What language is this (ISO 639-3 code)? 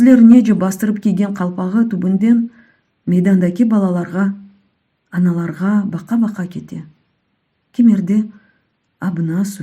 crh